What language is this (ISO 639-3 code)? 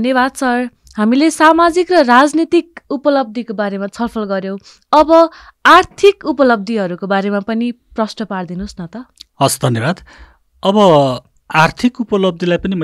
nep